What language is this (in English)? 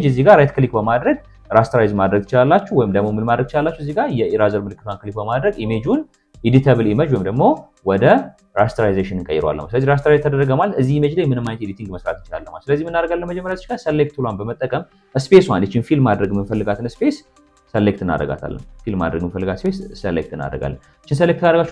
Amharic